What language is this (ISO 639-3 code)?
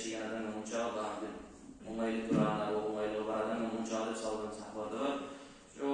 kum